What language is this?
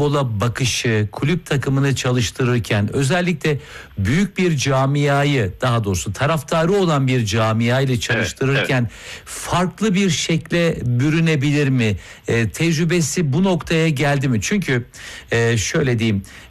Turkish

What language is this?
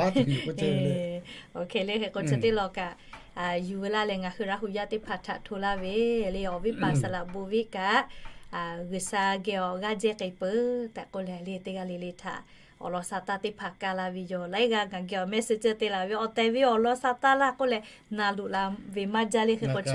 Lahu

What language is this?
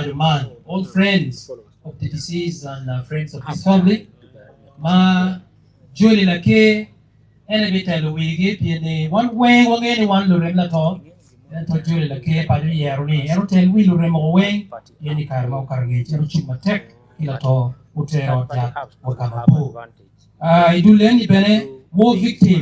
Acoli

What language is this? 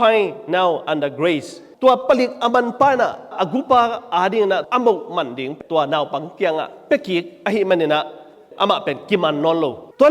Tedim Chin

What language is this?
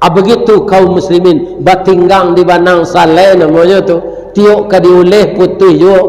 Minangkabau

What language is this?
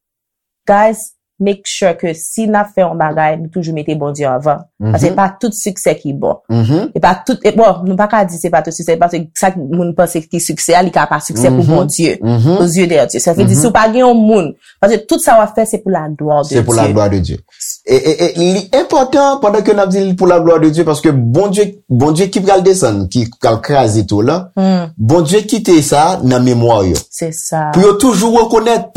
Haitian Creole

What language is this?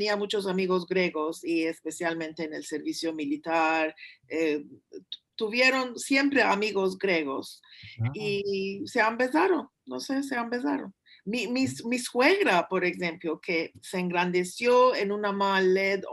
Ladino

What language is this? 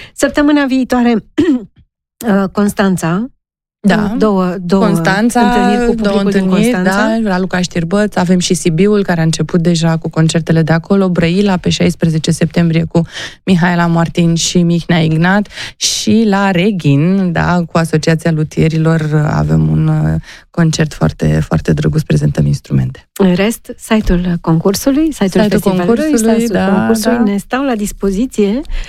Romanian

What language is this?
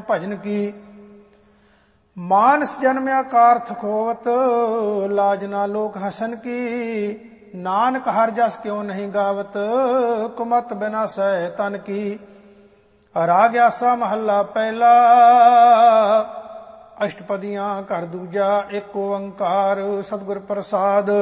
Punjabi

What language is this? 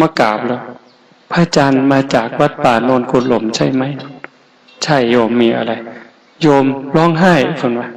Northeastern Thai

